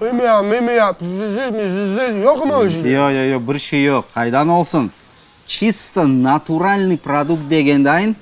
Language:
Crimean Tatar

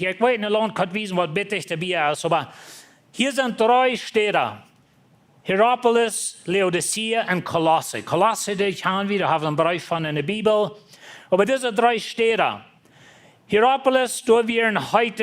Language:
Plautdietsch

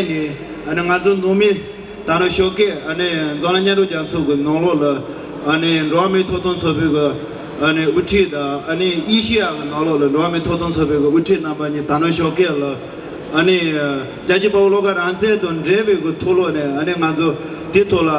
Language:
Tibetan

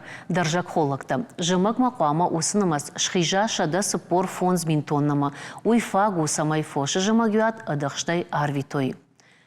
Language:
Ossetic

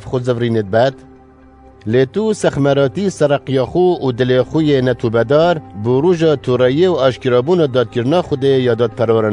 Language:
Kurdish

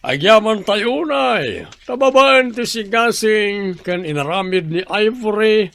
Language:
Iloko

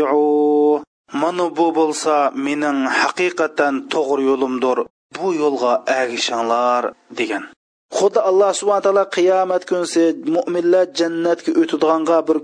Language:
Uyghur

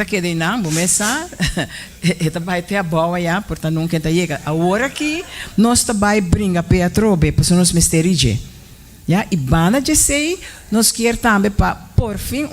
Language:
Papiamento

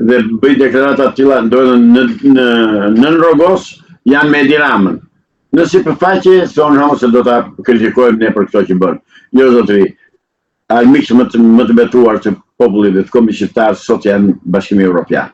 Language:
Albanian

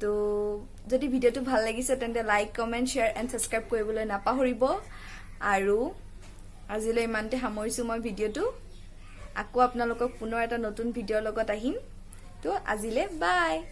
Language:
Assamese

